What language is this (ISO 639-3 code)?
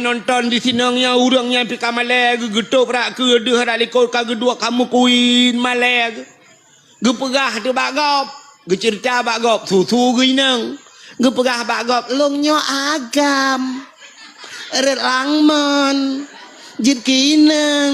ace